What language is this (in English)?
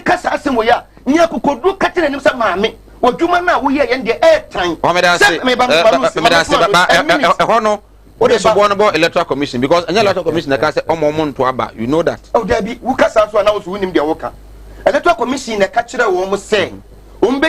Akan